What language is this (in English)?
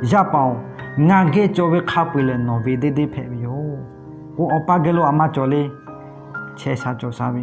Lahu